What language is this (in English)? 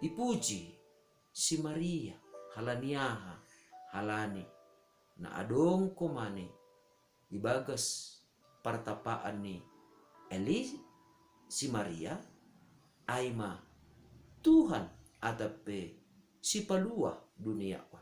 Batak Simalungun